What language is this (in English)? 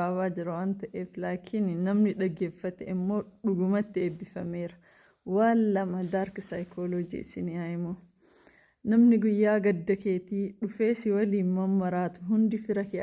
Oromo